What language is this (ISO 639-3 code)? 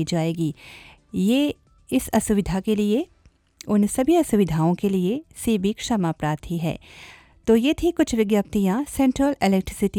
hin